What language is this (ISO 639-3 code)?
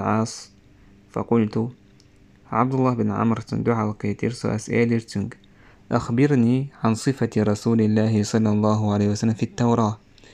che